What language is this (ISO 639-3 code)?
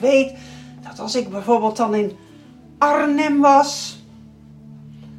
nld